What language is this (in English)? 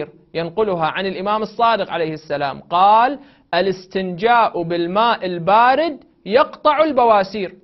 Arabic